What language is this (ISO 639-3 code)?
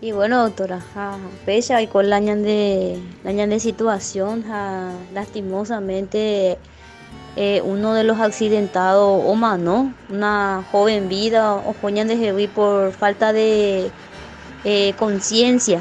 grn